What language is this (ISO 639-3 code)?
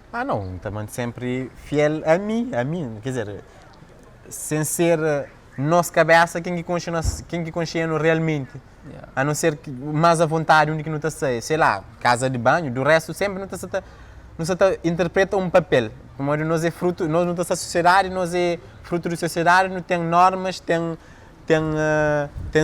kea